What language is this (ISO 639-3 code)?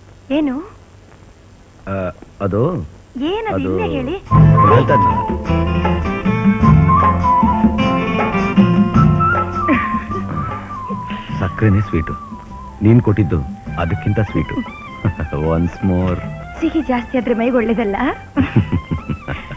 kan